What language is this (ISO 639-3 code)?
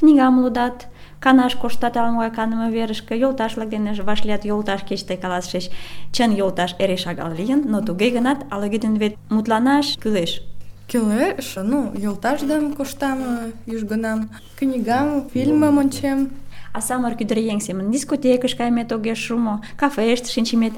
chm